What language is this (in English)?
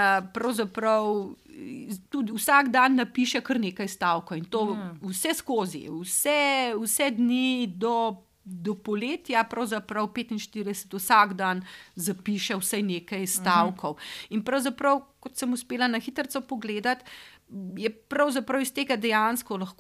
Slovenian